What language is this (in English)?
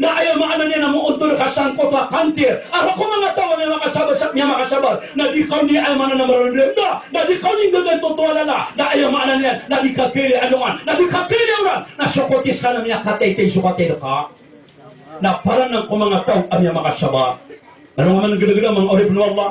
Maranao